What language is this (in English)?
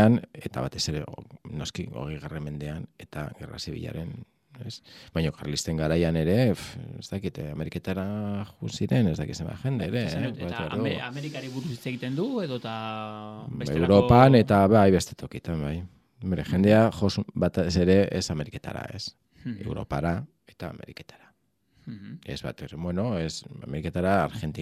Basque